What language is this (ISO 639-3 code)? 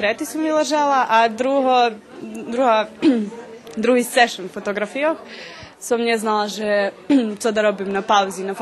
rue